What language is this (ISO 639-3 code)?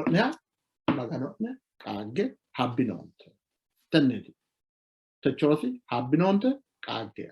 sid